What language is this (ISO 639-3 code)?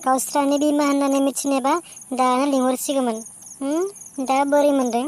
brx